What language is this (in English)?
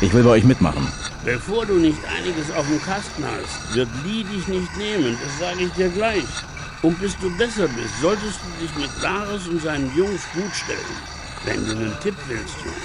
Bavarian